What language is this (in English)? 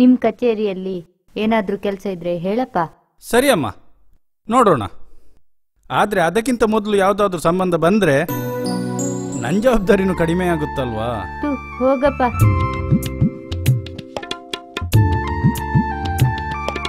Kannada